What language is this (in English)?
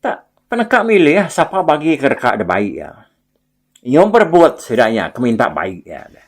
Iban